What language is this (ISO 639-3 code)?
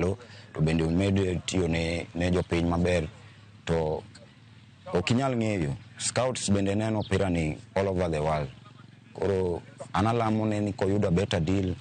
luo